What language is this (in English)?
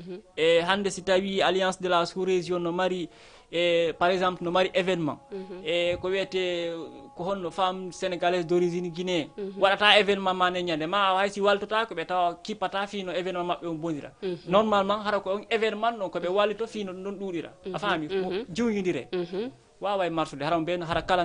Fula